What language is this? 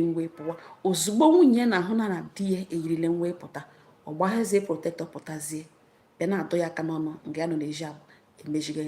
Igbo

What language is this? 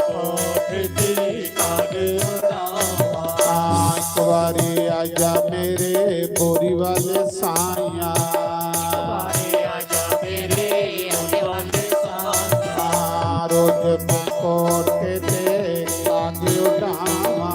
Dogri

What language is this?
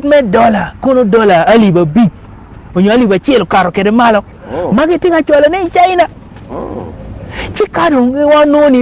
Acoli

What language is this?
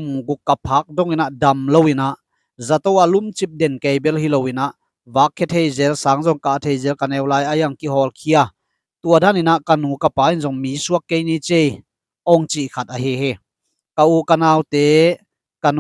Tedim Chin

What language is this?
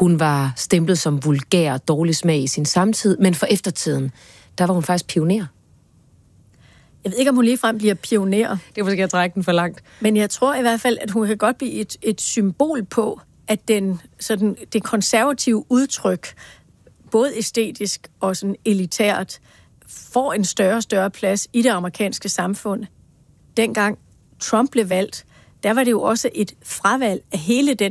Danish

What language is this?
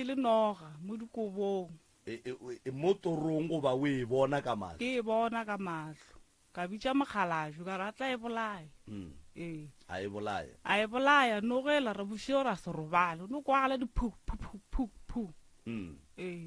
Northern Sotho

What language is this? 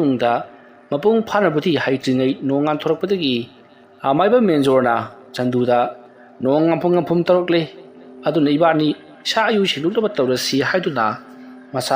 Manipuri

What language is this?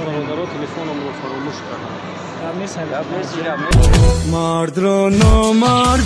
Tajik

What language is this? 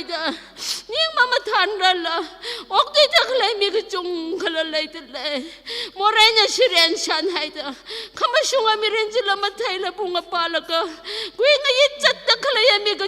Tangkhul Naga (India)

